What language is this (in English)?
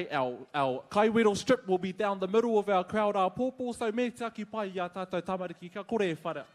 Māori